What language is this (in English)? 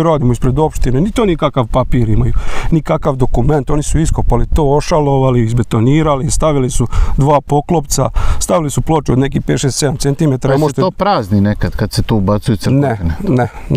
Serbian